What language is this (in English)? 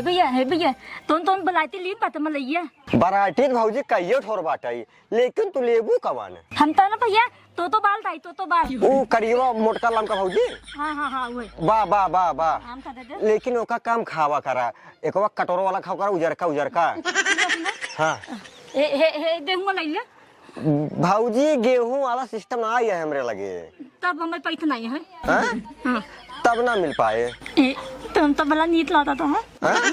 Awadhi